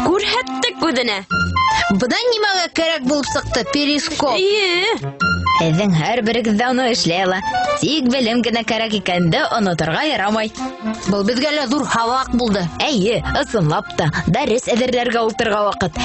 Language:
Bashkir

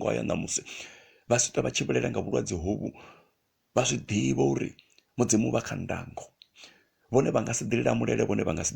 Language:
Venda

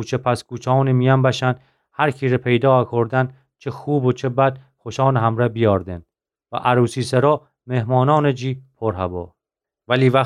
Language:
Gilaki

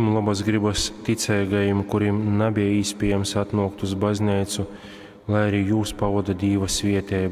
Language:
Latgalian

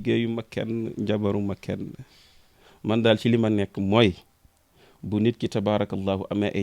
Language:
Wolof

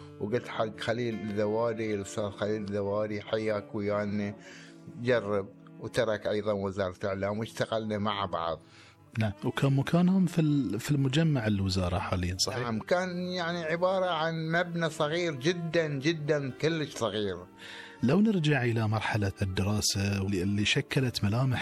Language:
Gulf Arabic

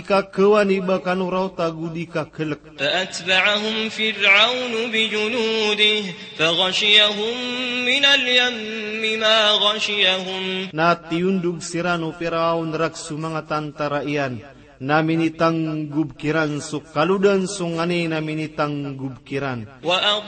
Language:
Maranao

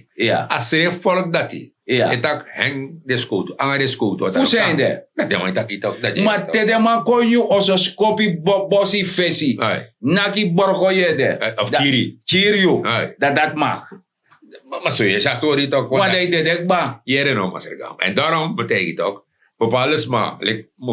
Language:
Sranan Tongo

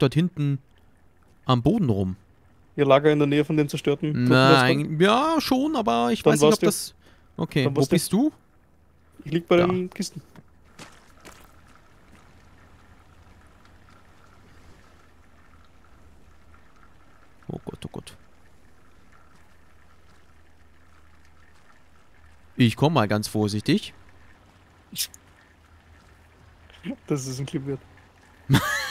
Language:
German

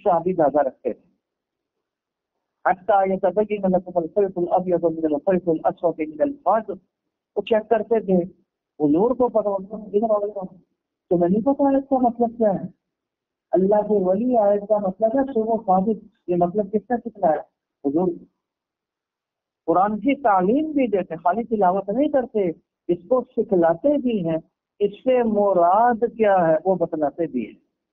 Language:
Urdu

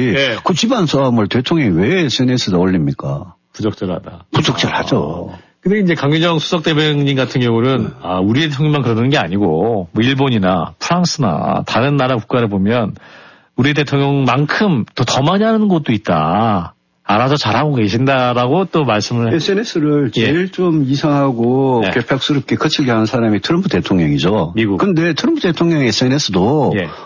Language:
Korean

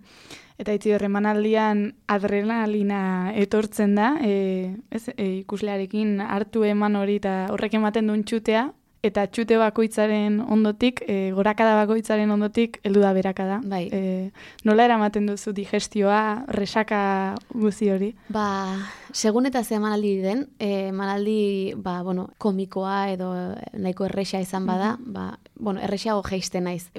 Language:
Basque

